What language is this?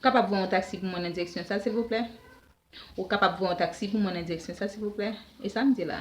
Haitian Creole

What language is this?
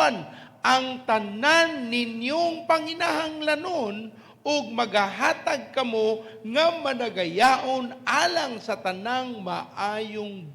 Cebuano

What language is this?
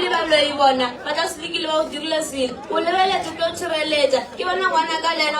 Northern Sotho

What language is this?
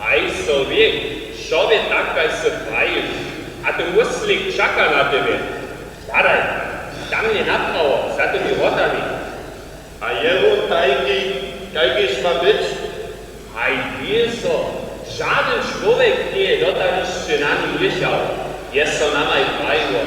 Upper Sorbian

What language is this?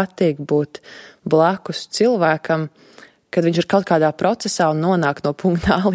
Latvian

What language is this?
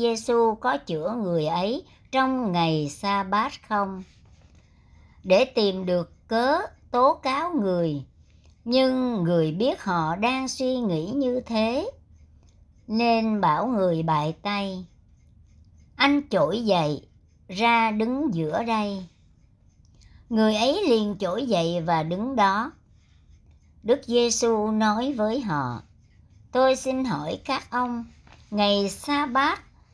Vietnamese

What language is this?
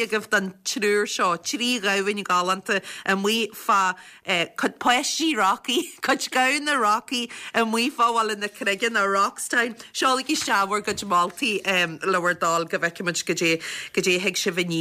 Irish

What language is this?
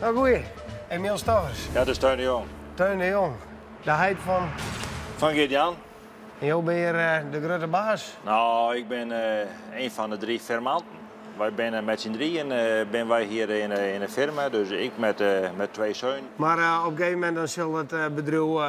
Western Frisian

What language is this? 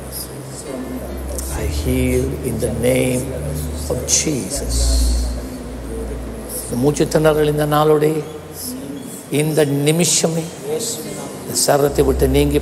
Tamil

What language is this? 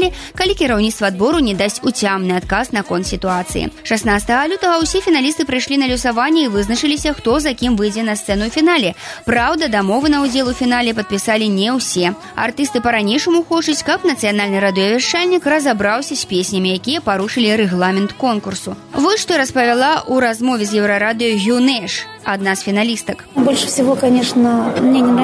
Belarusian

